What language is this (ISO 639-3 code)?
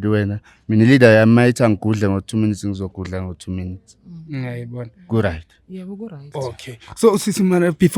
zul